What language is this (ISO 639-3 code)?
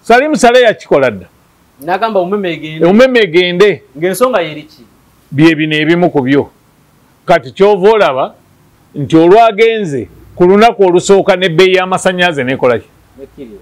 lug